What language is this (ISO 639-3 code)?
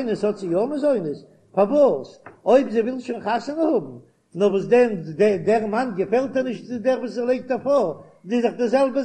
yid